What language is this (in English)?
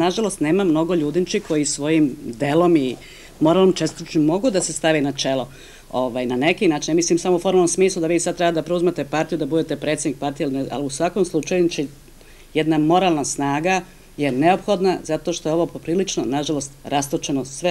Serbian